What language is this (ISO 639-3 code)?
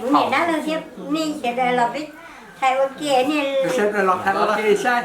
hmn